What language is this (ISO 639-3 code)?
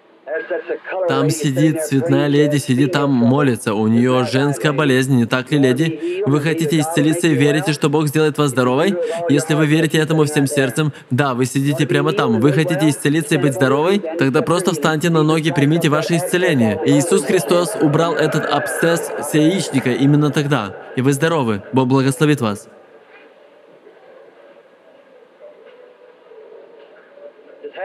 rus